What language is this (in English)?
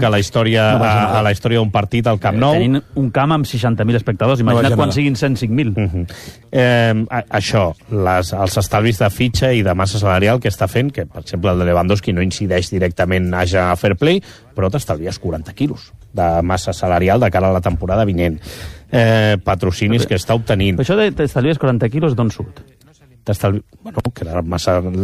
Catalan